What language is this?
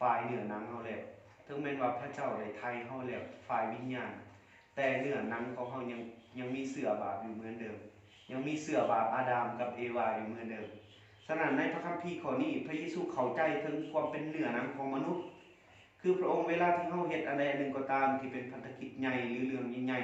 Lao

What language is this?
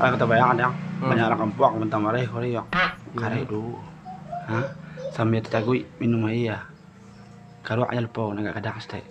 Minangkabau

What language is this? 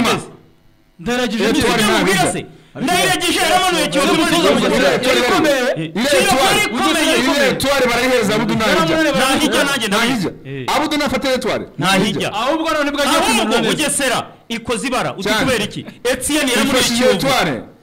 Kinyarwanda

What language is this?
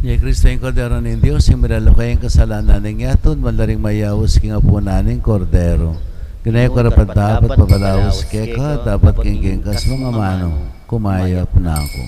Pampanga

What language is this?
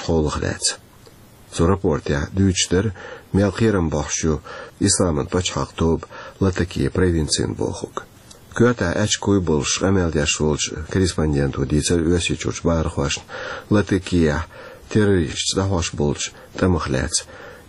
Chechen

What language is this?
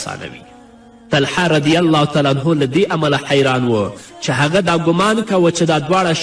Pashto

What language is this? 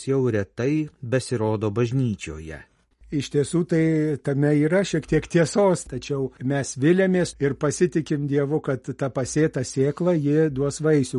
Lithuanian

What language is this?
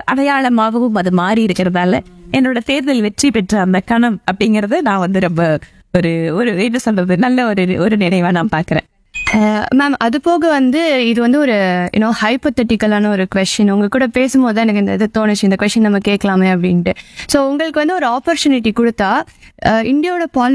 Tamil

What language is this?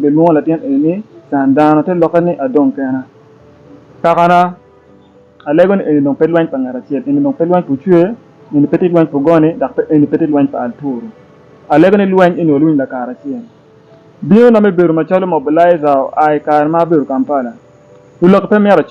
Acoli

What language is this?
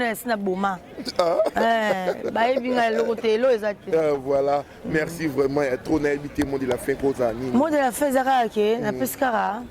Lingala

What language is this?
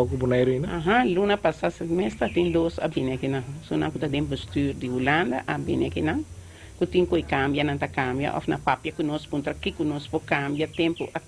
Papiamento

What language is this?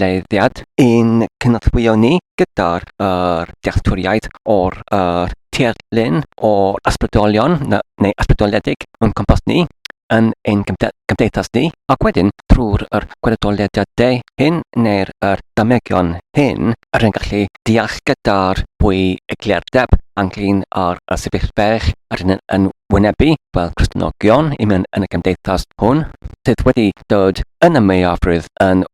Welsh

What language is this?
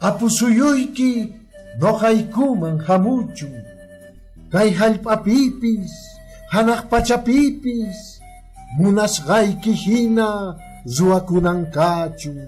Quechua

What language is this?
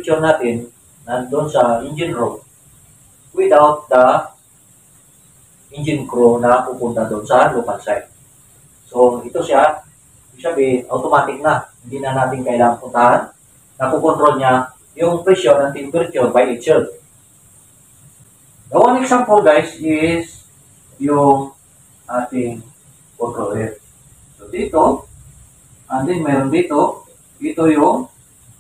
Filipino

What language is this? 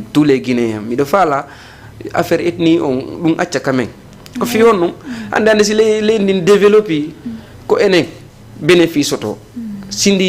Fula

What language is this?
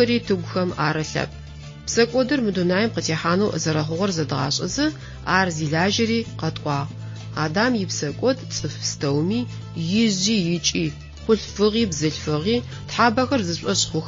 Adyghe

